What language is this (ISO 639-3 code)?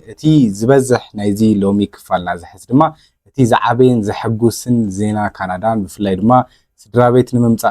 tir